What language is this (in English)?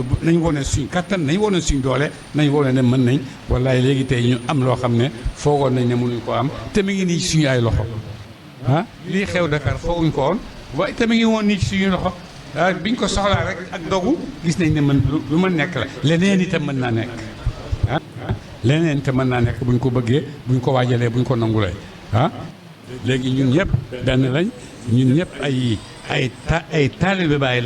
Wolof